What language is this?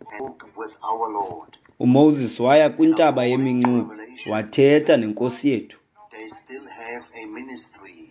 Xhosa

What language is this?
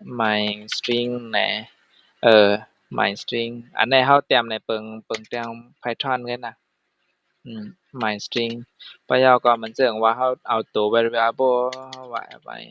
Shan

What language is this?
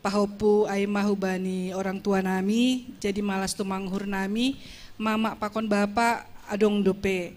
Batak Simalungun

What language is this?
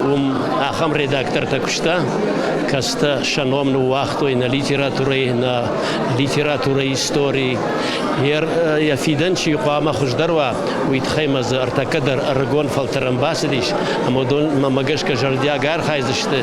Ossetic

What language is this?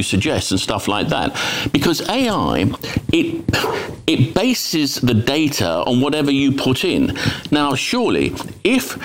English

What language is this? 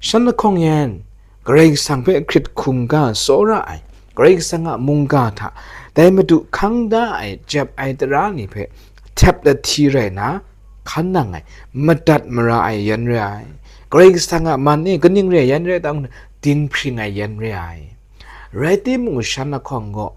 Kachin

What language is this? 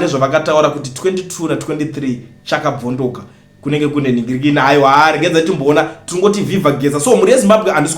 Shona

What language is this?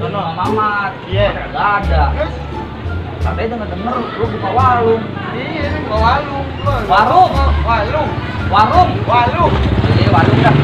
Betawi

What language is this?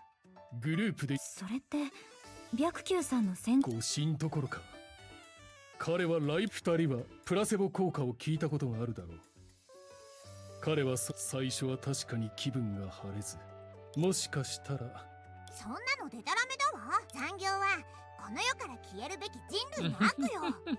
Japanese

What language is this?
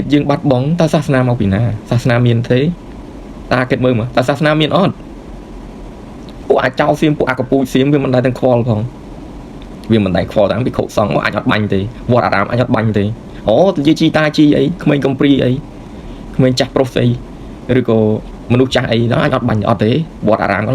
Khmer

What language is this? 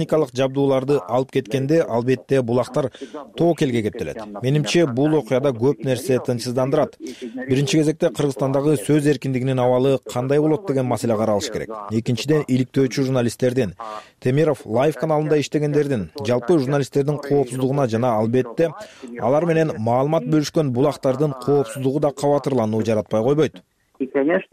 Kyrgyz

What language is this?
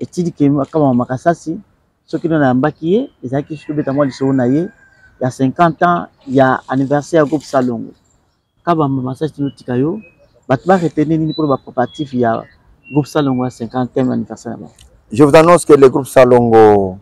Lingala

